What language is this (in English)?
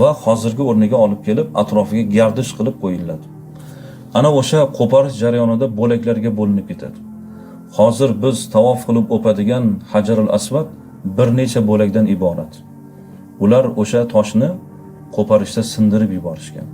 Uzbek